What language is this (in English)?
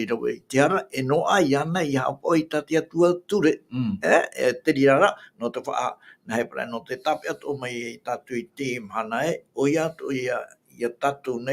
Tahitian